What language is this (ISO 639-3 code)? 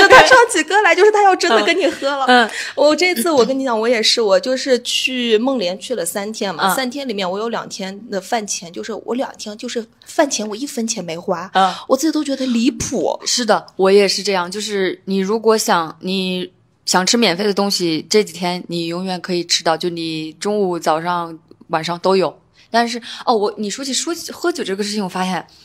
zho